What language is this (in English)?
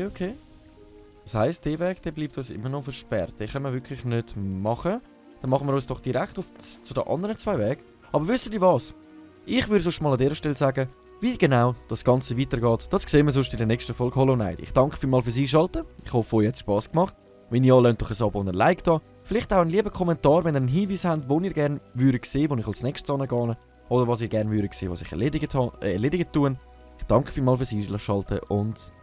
Swiss German